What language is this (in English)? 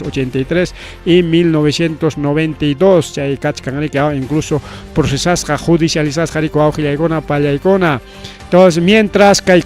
Ayacucho Quechua